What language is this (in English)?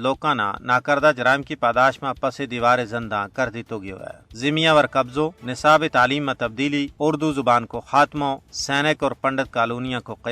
Gujari